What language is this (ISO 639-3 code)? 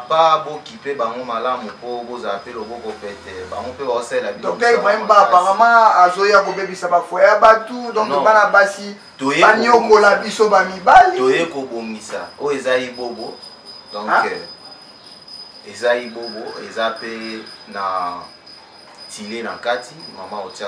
lin